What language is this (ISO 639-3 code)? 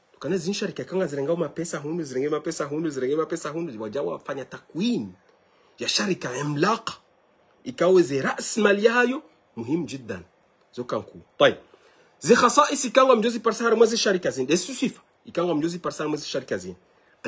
zdj